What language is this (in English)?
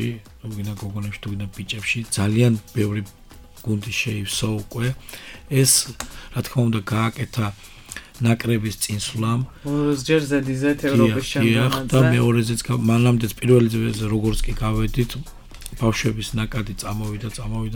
Georgian